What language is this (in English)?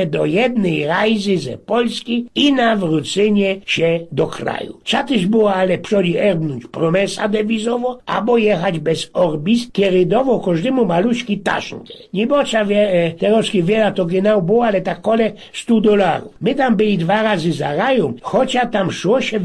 Silesian